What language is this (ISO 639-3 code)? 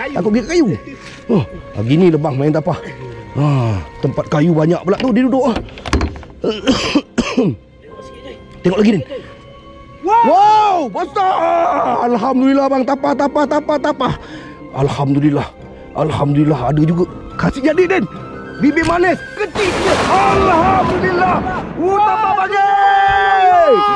msa